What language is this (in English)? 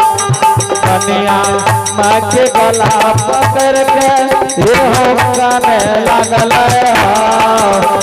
Angika